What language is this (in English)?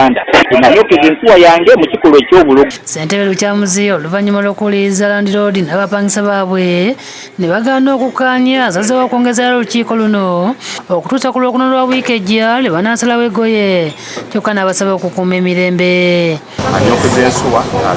Ganda